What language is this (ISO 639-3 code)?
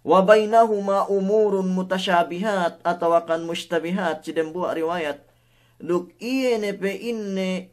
yka